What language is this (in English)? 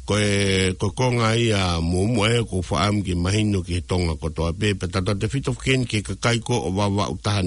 Tongan